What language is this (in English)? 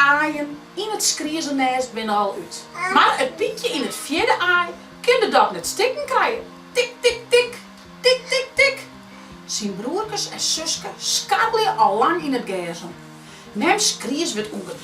Western Frisian